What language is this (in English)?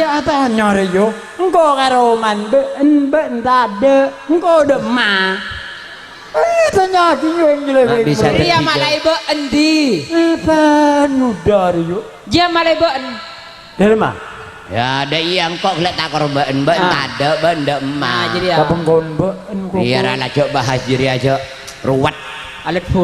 Madurese